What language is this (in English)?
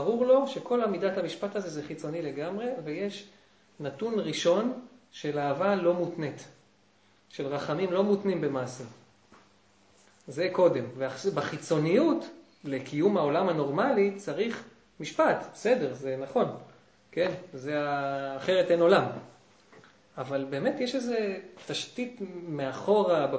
Hebrew